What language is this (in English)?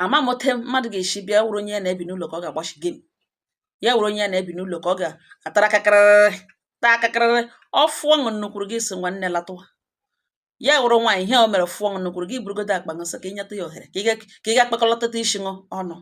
Igbo